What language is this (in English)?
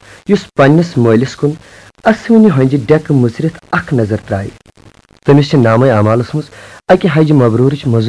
Kashmiri